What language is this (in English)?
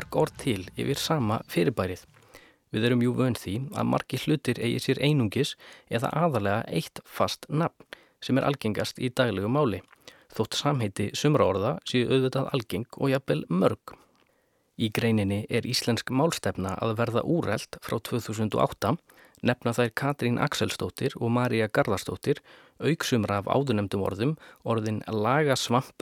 Icelandic